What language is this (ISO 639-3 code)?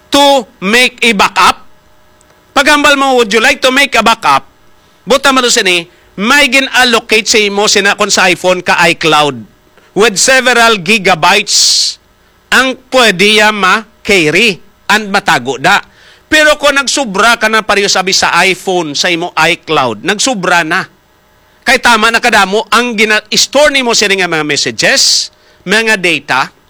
hil